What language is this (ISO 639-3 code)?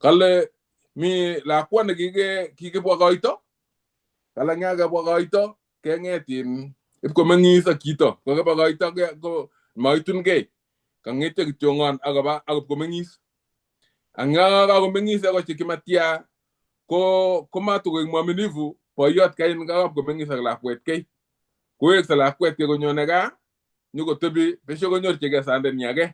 kln